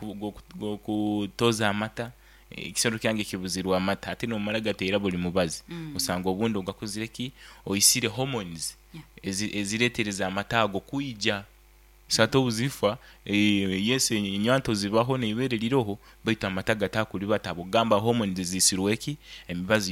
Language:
Nyankole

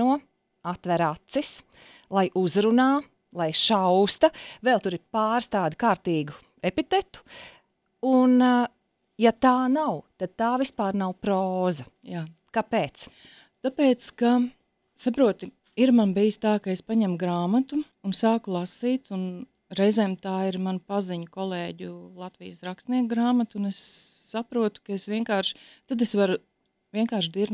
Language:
Latvian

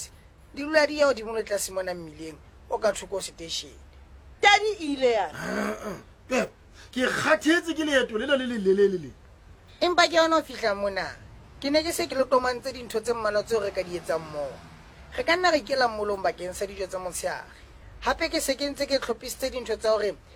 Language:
Southern Sotho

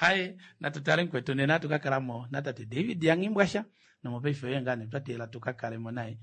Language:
Kuanyama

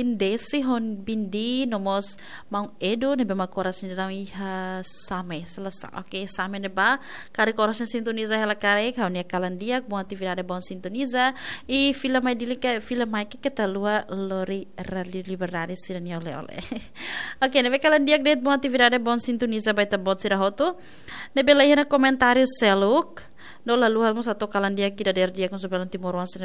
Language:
Tetum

